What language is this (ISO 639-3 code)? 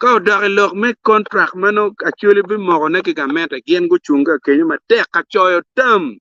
ach